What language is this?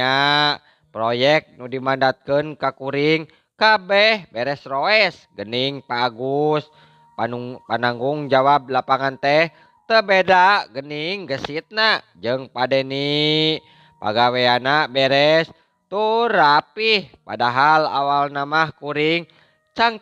Sundanese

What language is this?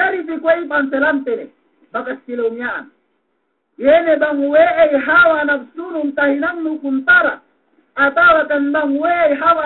Yakan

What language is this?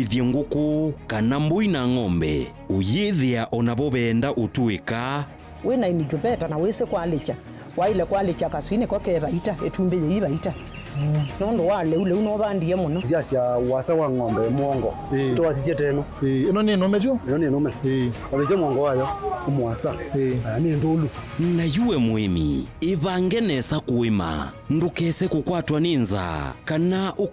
Kamba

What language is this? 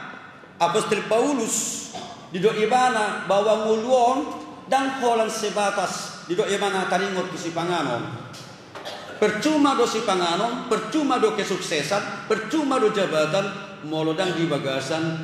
Batak Toba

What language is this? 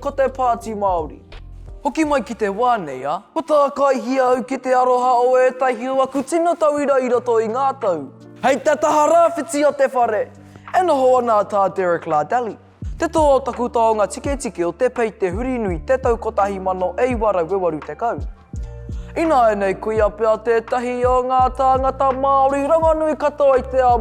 Māori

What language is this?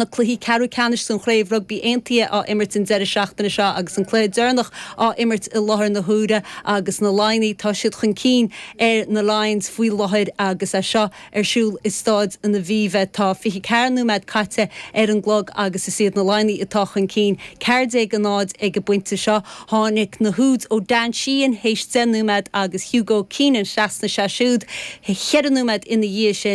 Irish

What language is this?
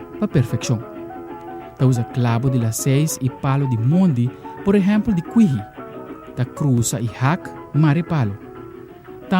Papiamento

